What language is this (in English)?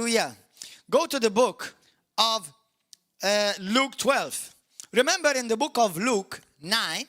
English